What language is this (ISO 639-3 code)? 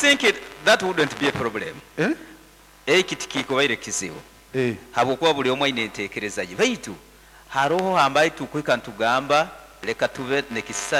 nyo